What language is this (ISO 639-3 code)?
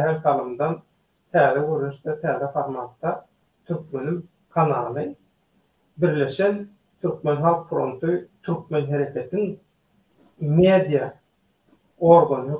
tuk